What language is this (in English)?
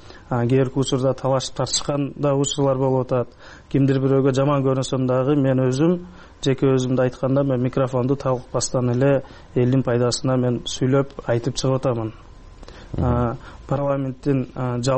Kyrgyz